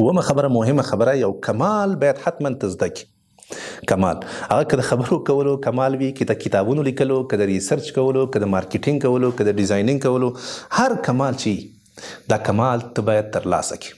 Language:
Pashto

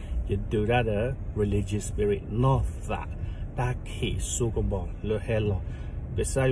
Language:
S'gaw Karen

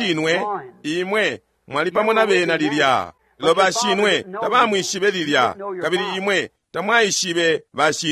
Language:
Bemba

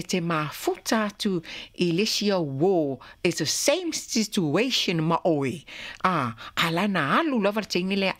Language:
Samoan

